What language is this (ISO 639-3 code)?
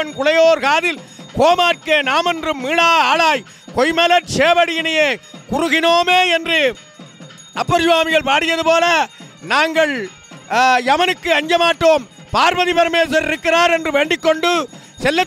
tam